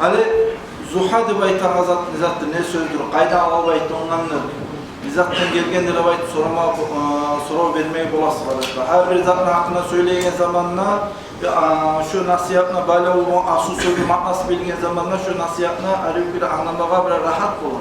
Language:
Kumyk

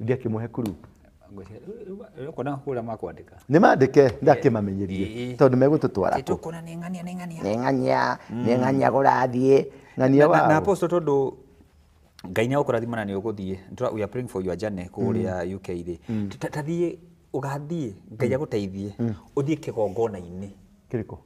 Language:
Kikuyu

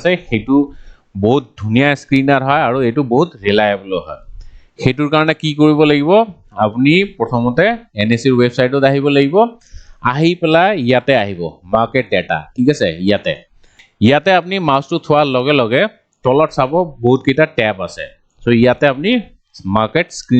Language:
Assamese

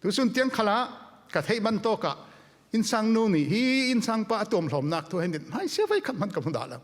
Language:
Falam Chin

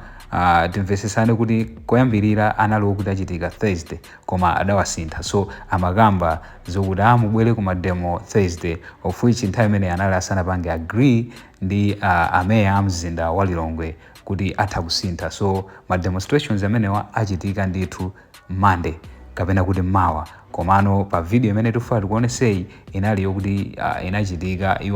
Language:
Nyanja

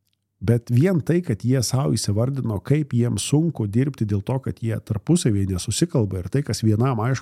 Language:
Lithuanian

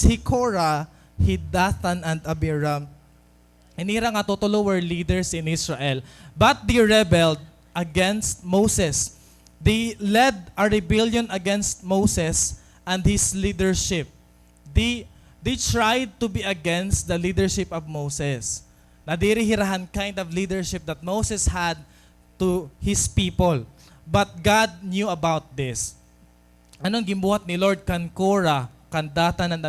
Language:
Waray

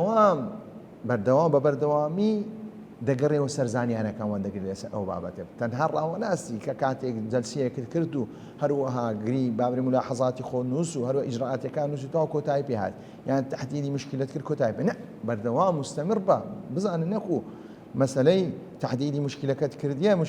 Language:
Central Kurdish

